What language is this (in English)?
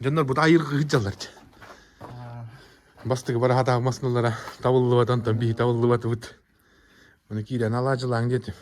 Yakut